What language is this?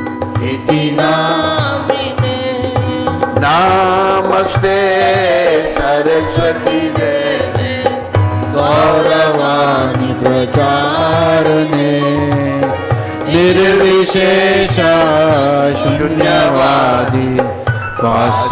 Hindi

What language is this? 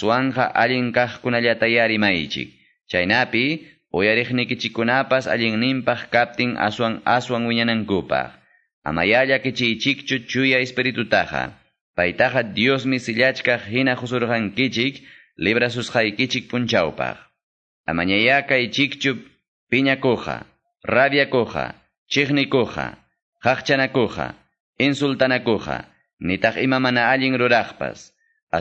Quechua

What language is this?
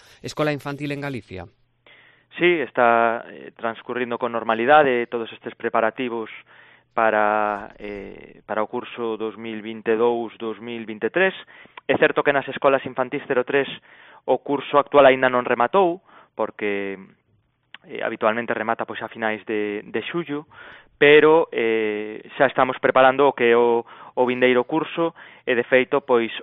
Galician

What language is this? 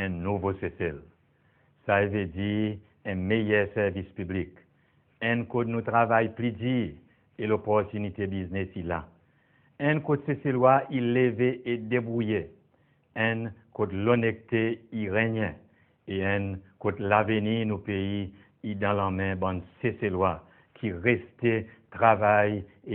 Seselwa Creole French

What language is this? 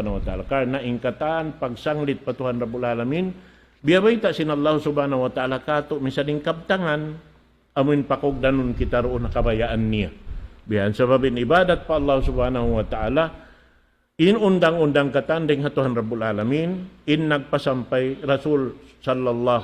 Tausug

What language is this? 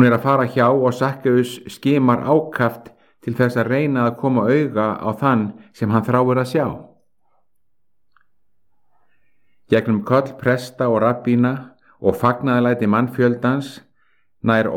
Icelandic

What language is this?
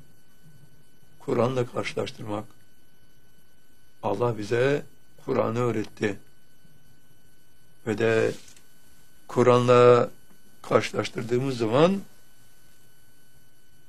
Turkish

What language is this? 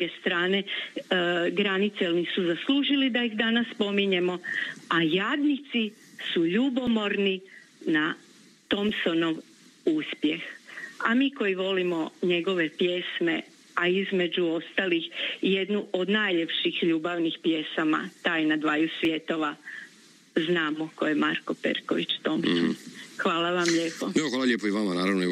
Croatian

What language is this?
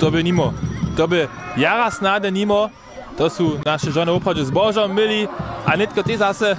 Upper Sorbian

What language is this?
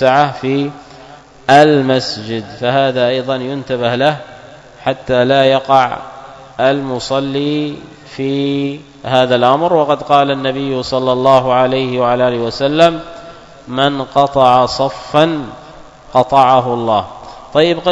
Arabic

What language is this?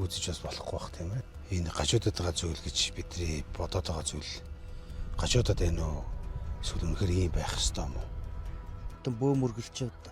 Mongolian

